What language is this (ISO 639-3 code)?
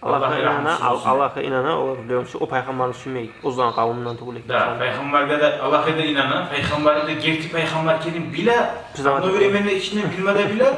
kum